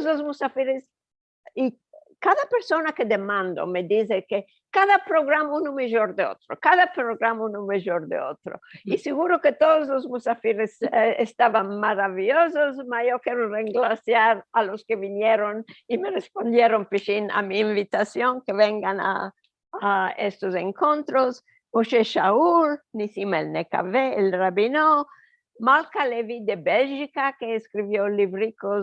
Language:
Ladino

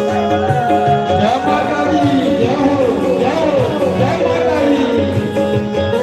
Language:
Dogri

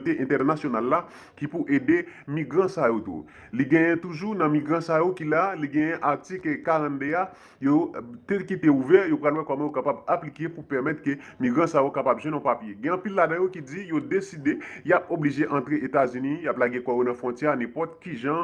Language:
Haitian Creole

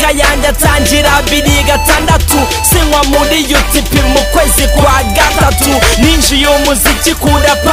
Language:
Kinyarwanda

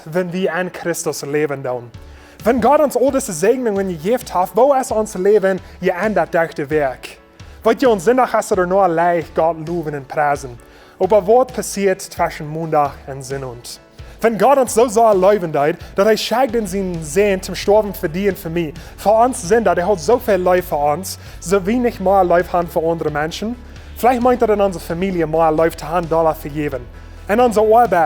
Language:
Plautdietsch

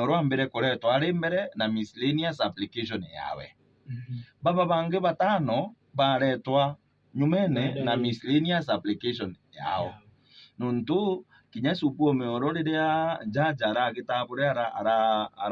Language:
Meru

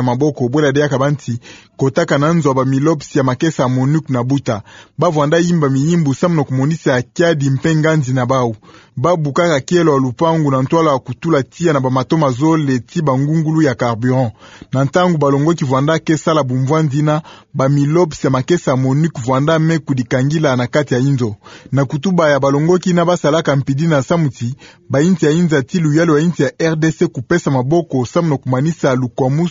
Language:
Kituba (Democratic Republic of Congo)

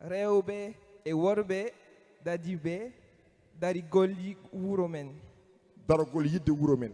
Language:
Fula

